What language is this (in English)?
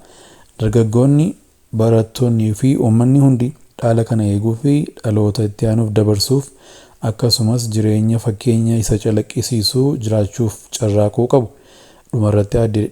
Oromo